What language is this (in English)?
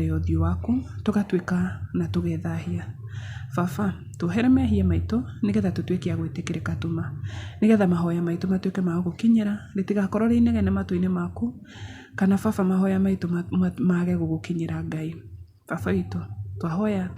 Kikuyu